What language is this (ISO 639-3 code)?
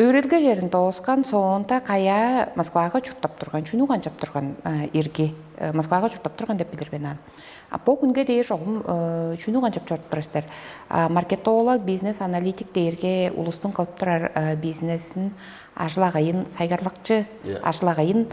tyv